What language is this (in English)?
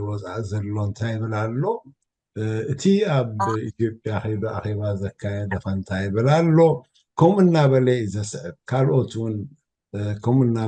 Tigrinya